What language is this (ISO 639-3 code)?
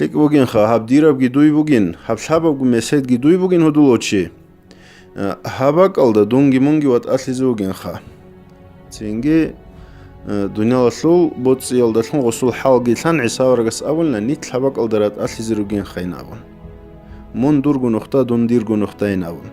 ava